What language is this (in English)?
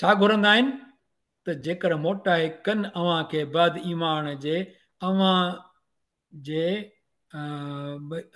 Sindhi